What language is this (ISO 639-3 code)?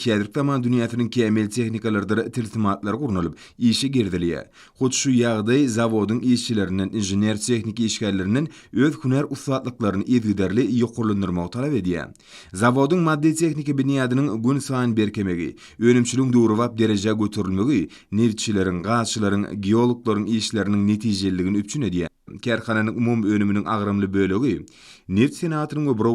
tuk